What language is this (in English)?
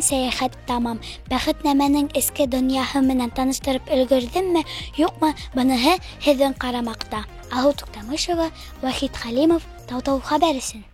Bashkir